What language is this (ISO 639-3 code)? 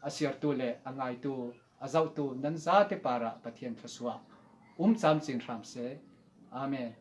cfm